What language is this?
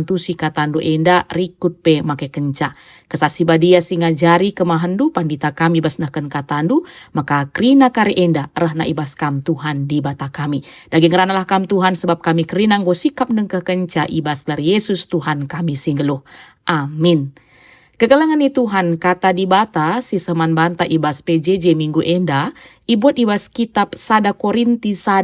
Batak Karo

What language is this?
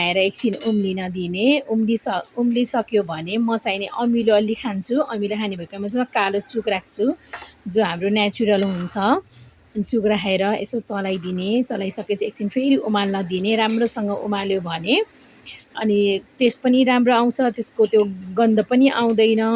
Nepali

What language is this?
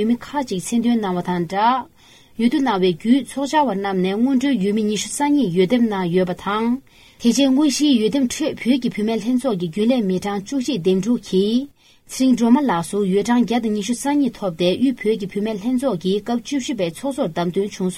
Tibetan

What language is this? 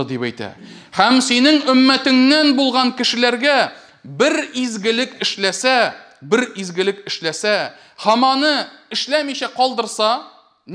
Tatar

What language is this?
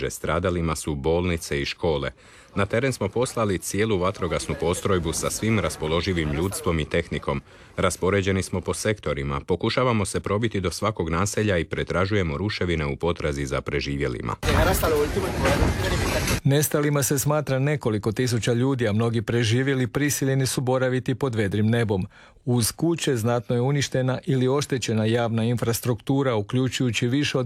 Croatian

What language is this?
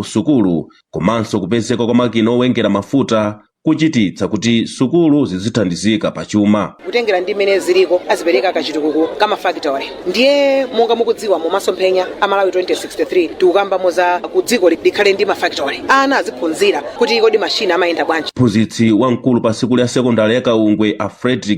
Nyanja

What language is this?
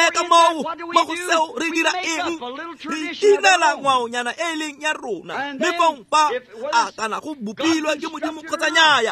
Tswana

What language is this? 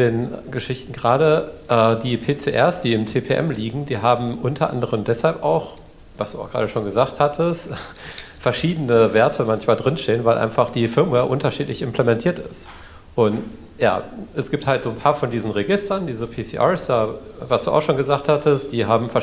German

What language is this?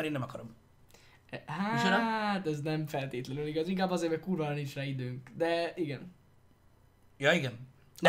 Hungarian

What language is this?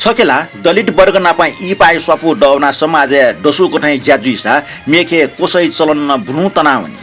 Newari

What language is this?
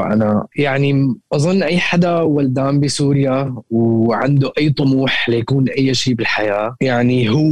North Levantine Arabic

